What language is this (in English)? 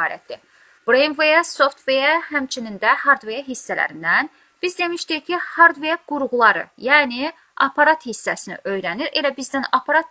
Azerbaijani